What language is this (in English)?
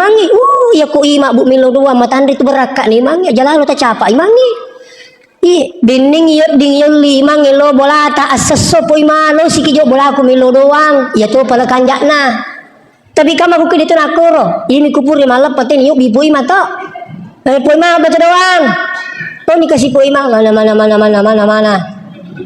Buginese